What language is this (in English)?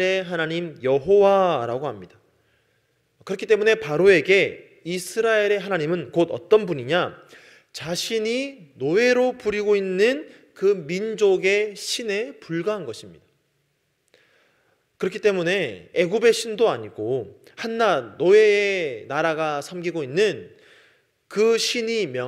Korean